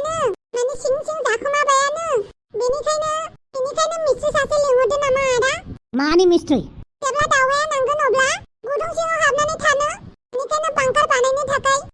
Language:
Bodo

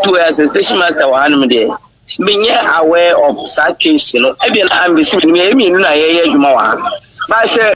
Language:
Akan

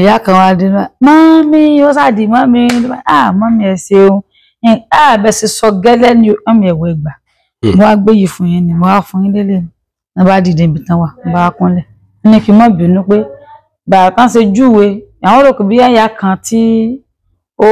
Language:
Yoruba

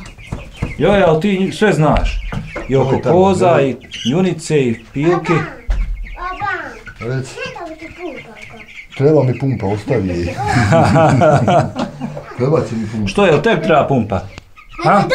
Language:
Bosnian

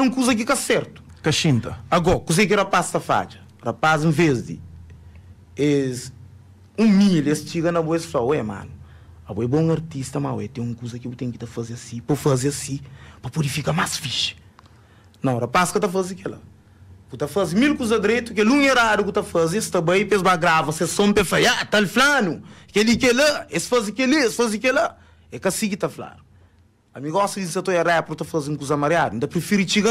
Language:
Kabuverdianu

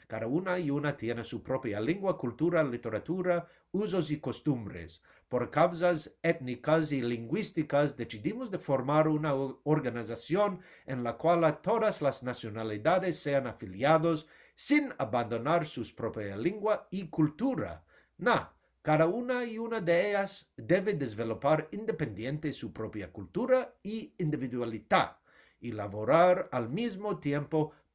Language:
Ladino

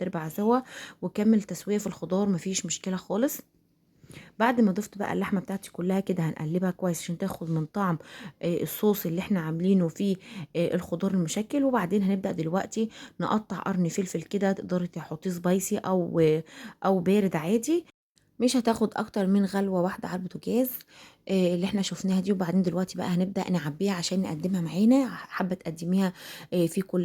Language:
Egyptian Arabic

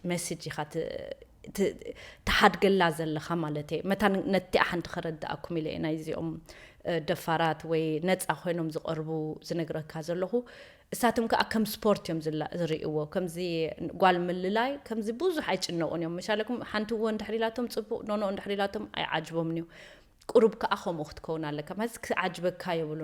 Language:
Tigrinya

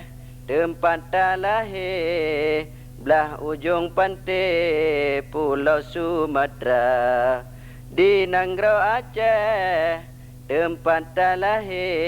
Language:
Achinese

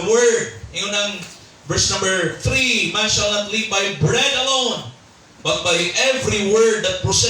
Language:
Cebuano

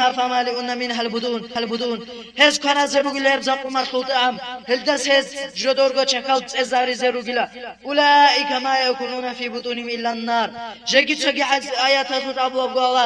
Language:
Avaric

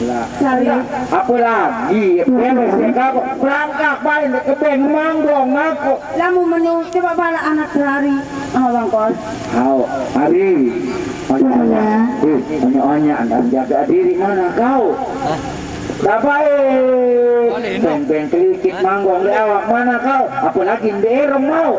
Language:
Sasak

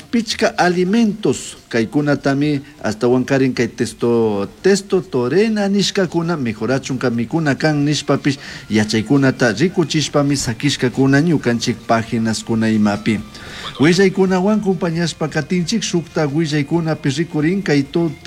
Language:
Chimborazo Highland Quichua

